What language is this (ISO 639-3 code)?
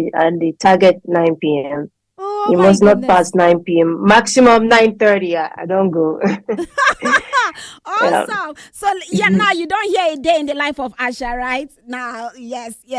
pcm